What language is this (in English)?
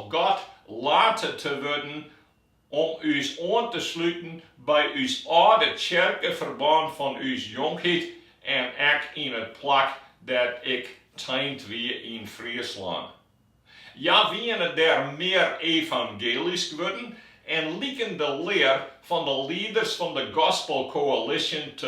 Western Frisian